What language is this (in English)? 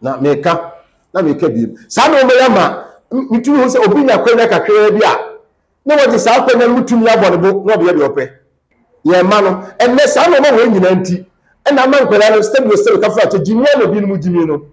Akan